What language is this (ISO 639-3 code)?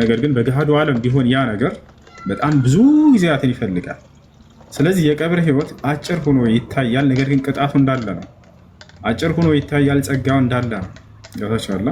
amh